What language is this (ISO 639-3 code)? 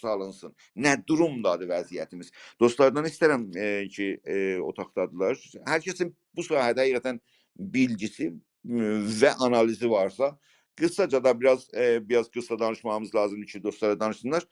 azb